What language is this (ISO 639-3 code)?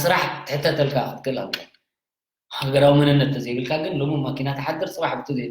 tir